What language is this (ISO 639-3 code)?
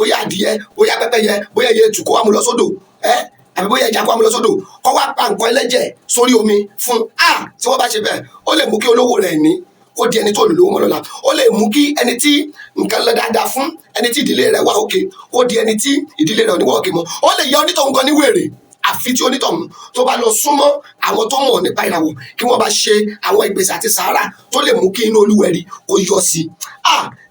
yor